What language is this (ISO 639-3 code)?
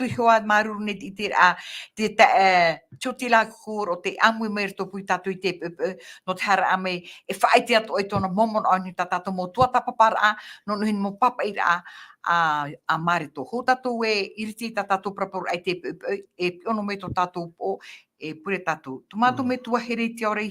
tah